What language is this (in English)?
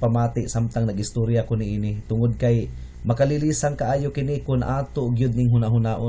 Cebuano